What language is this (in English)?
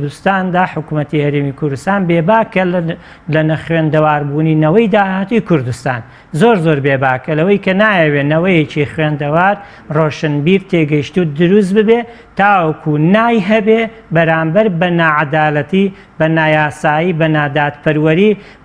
Central Kurdish